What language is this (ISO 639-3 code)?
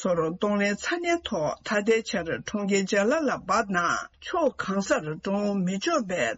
bod